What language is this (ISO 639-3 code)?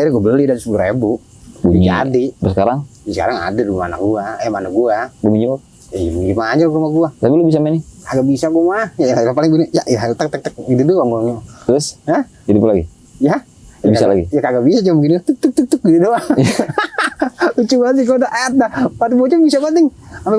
bew